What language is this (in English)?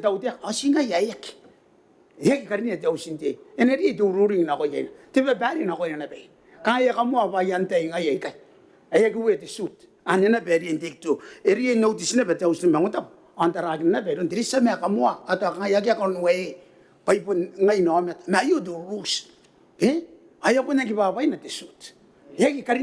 Gilbertese